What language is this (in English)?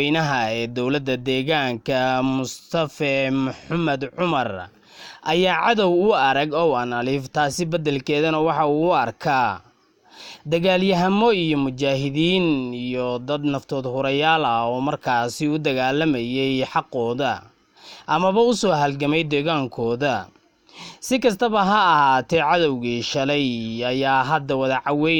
Somali